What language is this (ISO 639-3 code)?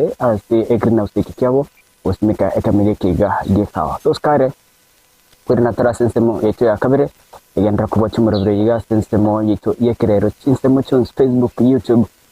guz